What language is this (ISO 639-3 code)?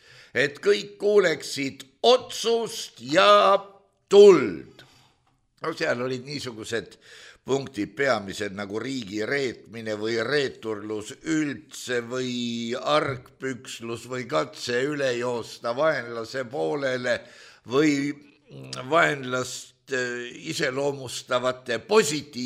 est